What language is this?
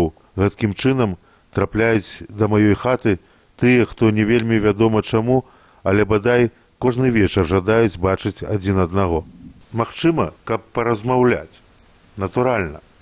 Belarusian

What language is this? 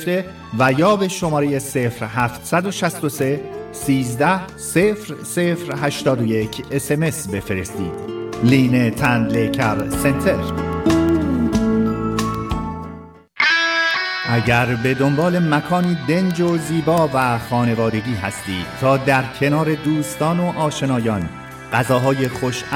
Persian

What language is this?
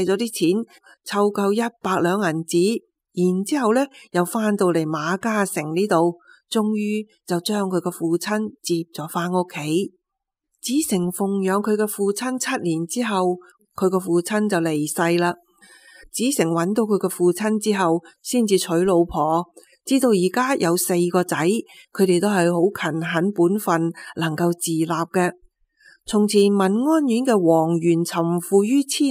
Cantonese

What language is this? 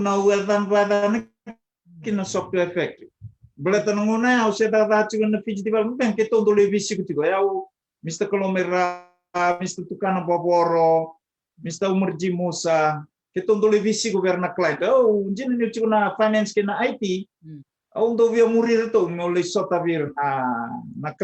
Fijian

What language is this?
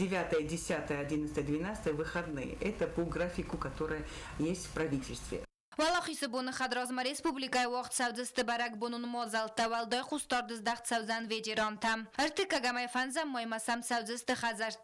Ossetic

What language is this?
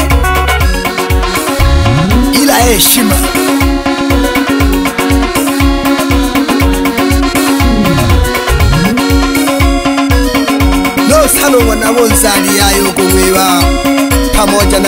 Swahili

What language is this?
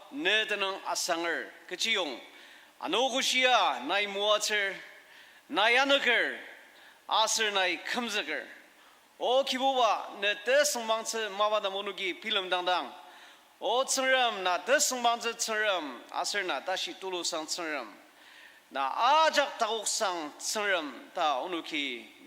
Ao Naga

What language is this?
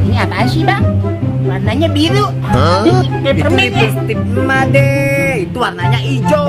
Betawi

